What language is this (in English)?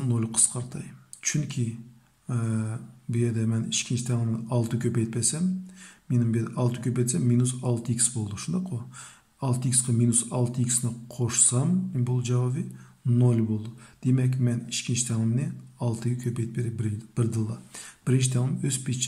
Uyghur